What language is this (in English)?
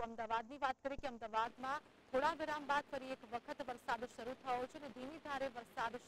Gujarati